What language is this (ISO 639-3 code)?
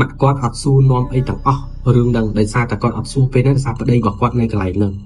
khm